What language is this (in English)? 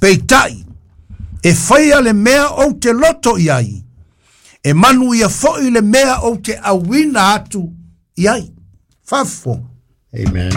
Samoan